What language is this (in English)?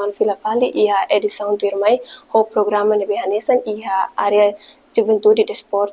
Tetum